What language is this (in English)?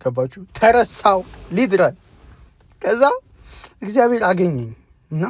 Amharic